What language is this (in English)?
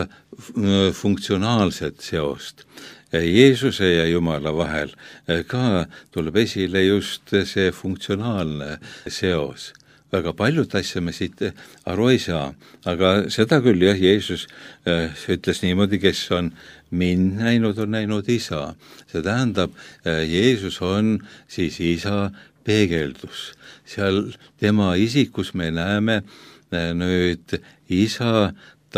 Estonian